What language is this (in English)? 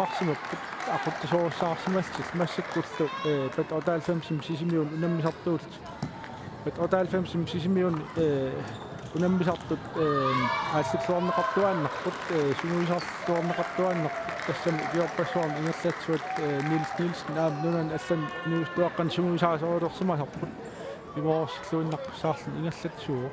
Kalaallisut